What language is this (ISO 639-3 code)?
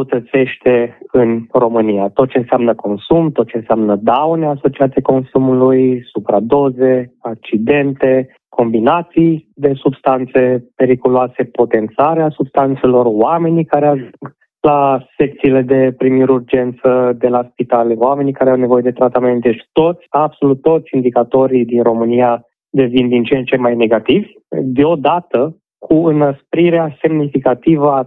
ron